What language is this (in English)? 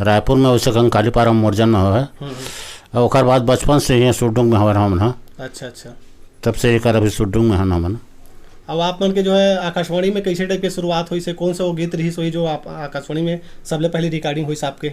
Chhattisgarhi